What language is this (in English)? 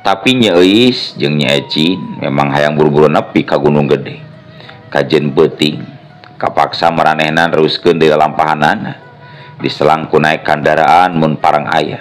Sundanese